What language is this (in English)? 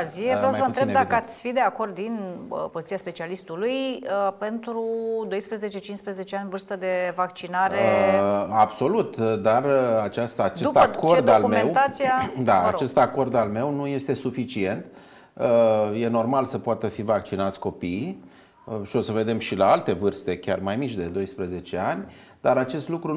Romanian